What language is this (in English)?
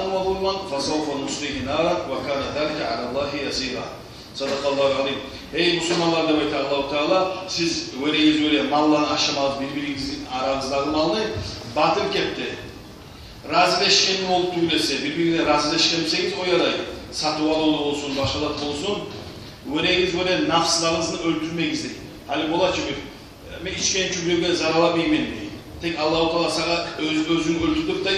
Kumyk